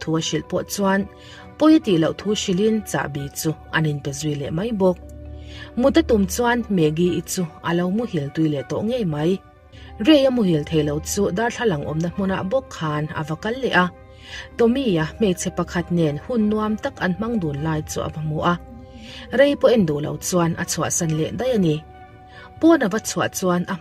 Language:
Mizo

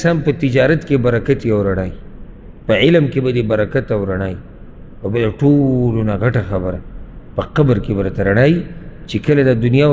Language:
Pashto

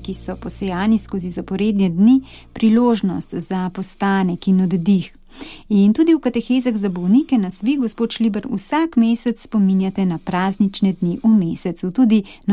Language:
Slovenian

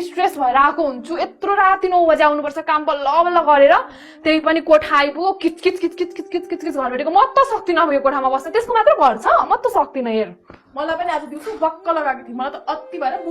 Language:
Nepali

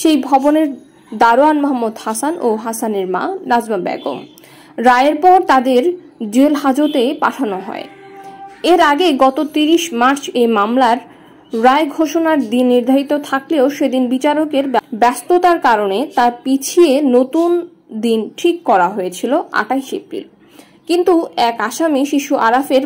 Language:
Bangla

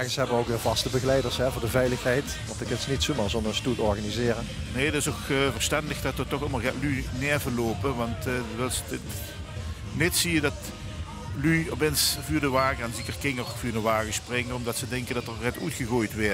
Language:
Limburgish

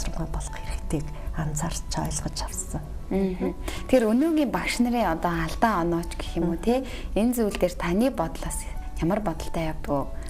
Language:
Mongolian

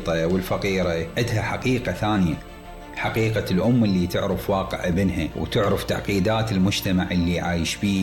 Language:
Mesopotamian Arabic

